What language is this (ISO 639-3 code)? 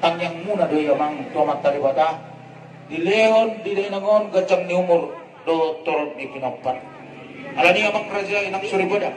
bbc